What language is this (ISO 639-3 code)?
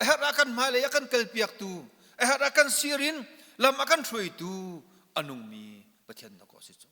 cnh